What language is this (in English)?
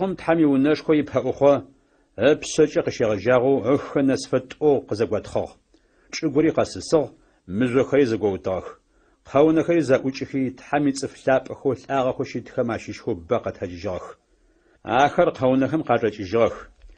Adyghe